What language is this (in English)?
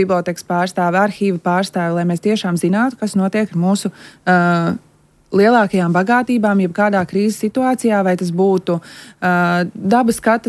Latvian